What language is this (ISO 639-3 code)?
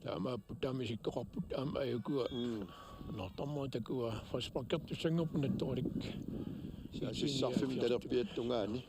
kal